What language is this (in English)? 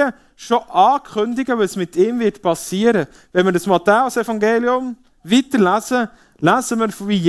Swiss German